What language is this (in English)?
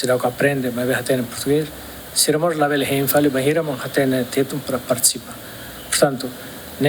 Tetum